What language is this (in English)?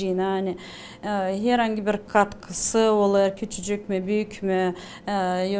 Gagauz